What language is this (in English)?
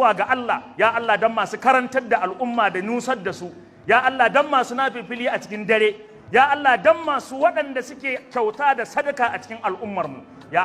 Hausa